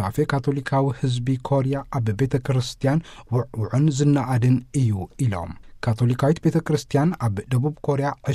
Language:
Tigrinya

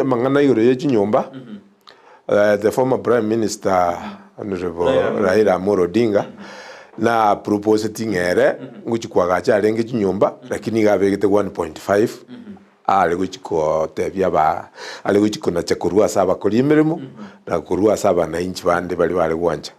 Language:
Gusii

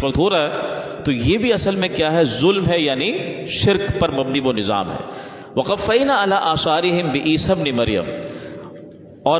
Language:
Urdu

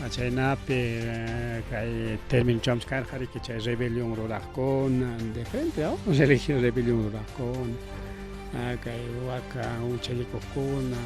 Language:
Ayacucho Quechua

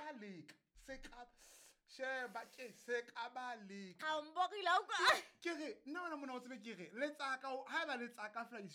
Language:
Southern Sotho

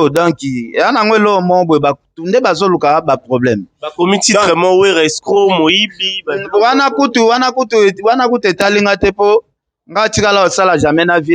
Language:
Lingala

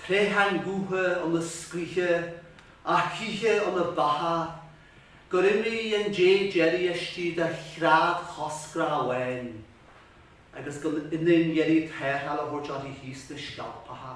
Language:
Irish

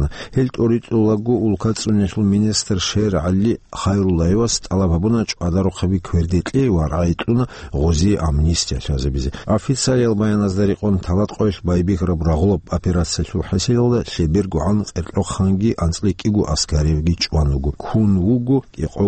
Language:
Avaric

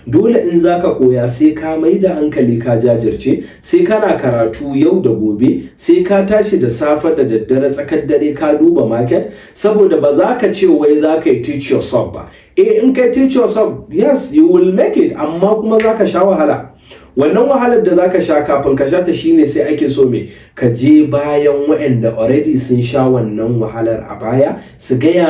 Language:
Hausa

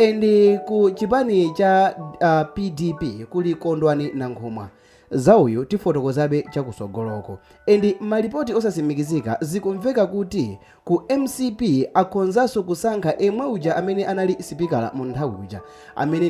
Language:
Nyanja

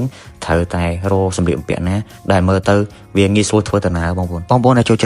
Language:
Khmer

